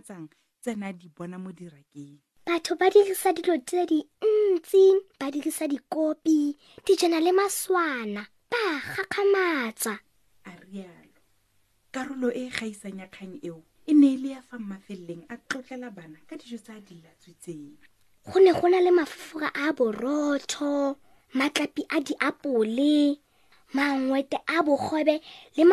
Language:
Tswana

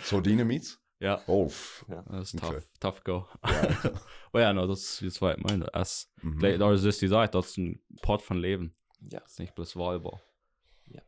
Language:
Plautdietsch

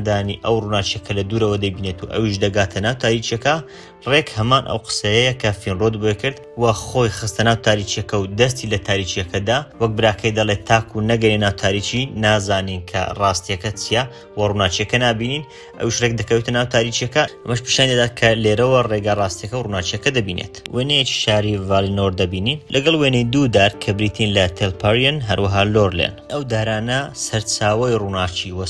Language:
Central Kurdish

